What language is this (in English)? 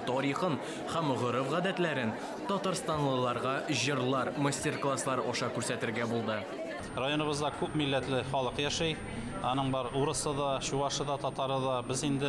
Tatar